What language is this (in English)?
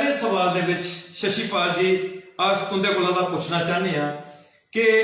Dogri